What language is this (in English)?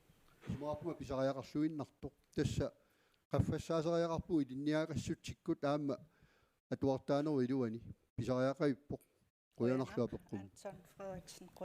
Kalaallisut